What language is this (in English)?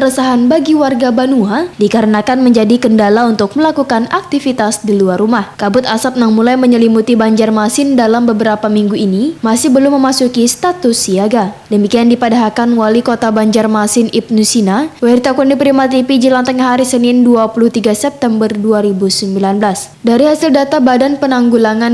Banjar